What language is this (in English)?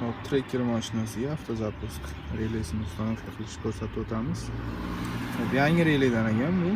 Uzbek